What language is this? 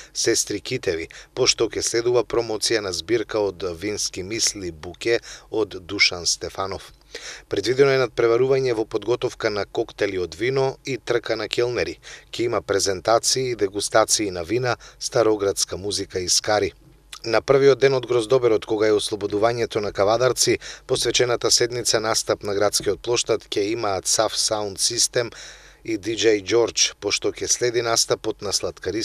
Macedonian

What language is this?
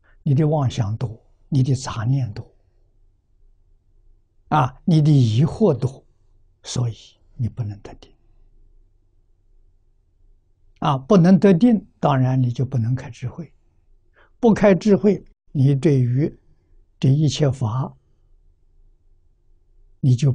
Chinese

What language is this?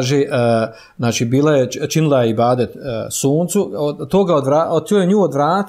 Bosnian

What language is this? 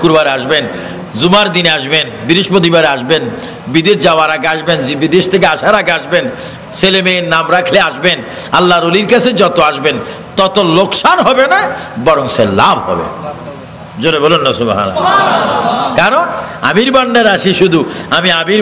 Bangla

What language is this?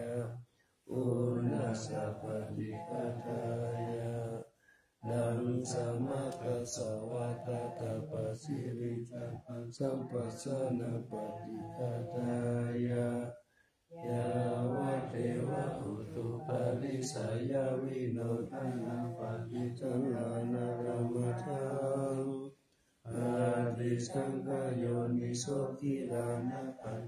Pali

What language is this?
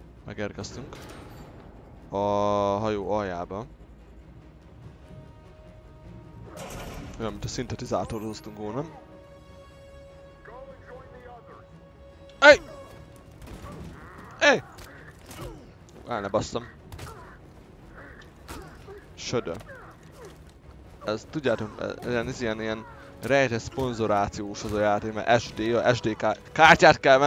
Hungarian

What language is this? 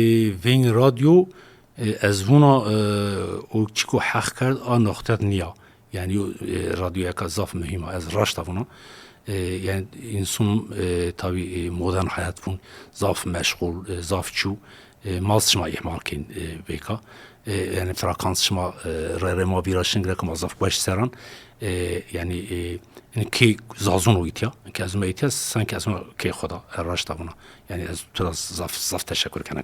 Zaza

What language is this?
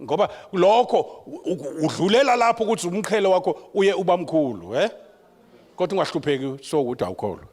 Zulu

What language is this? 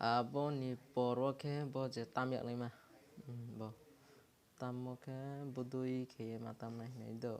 Kok Borok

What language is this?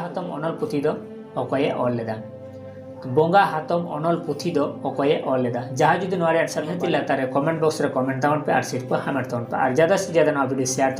Santali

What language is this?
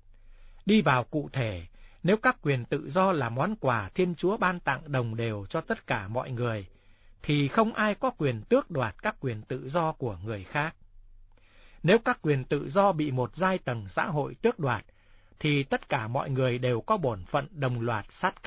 Vietnamese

